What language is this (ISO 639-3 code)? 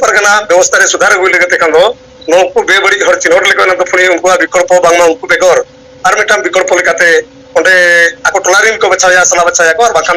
sat